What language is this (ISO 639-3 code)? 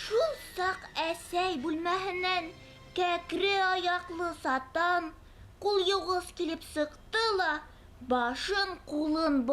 bak